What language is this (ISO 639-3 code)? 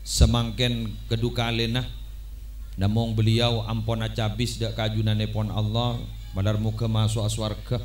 mad